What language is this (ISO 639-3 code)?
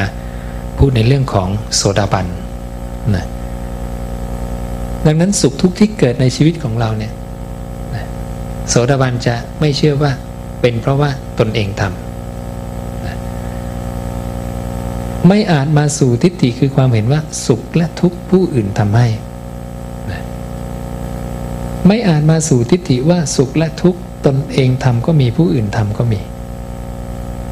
tha